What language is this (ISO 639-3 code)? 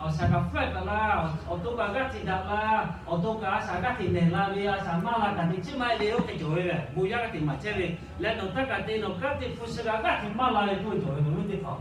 lhu